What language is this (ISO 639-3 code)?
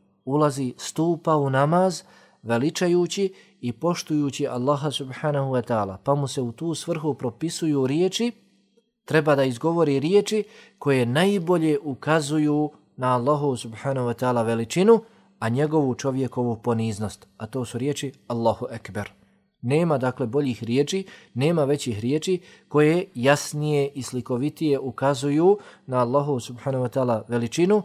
bos